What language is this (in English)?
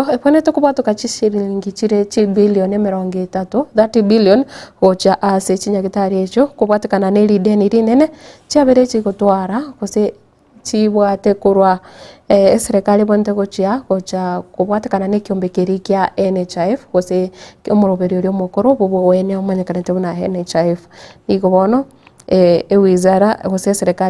Gusii